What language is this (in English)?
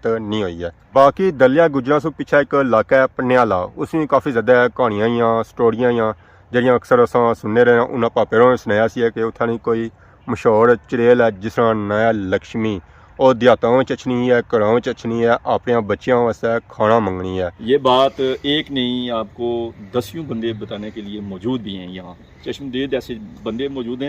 Pahari-Potwari